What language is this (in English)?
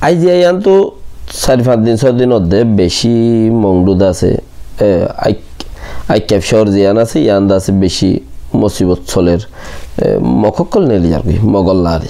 Rohingya